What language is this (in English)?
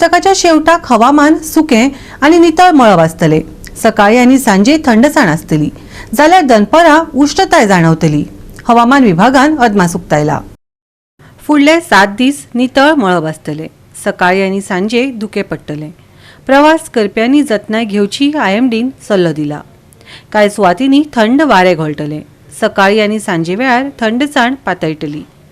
Konkani